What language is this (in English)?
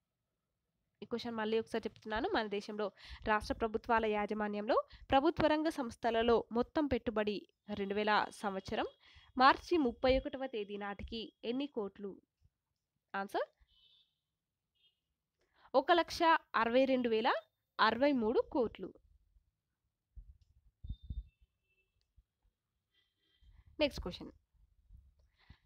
Telugu